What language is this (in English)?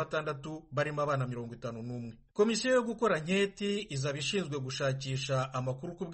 Kinyarwanda